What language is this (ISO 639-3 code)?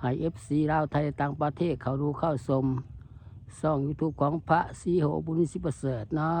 lao